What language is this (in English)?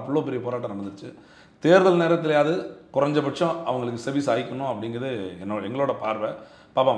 Tamil